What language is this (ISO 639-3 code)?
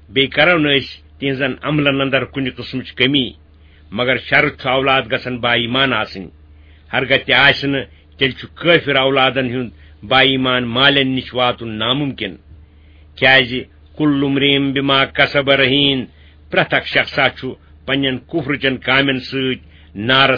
kas